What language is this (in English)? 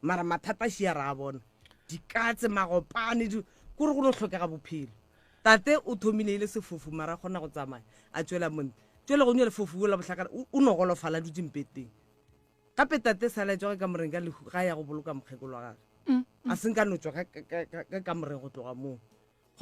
Northern Sotho